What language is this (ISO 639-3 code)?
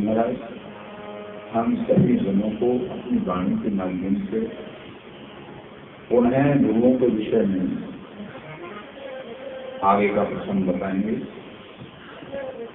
hin